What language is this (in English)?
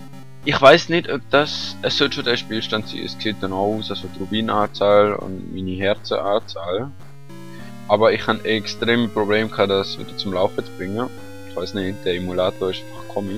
Swiss German